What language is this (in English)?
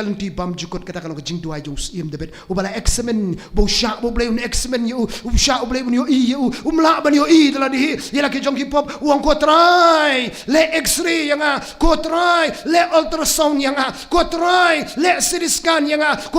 Khasi